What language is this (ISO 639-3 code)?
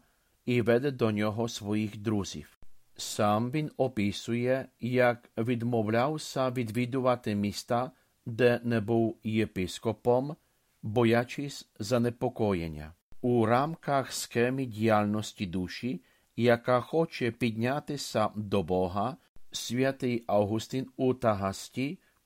ukr